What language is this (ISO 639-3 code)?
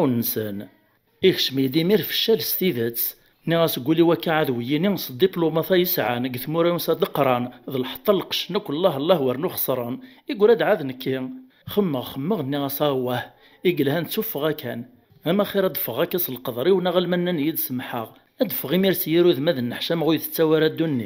kab